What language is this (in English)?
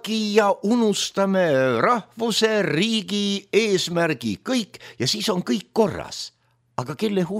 Estonian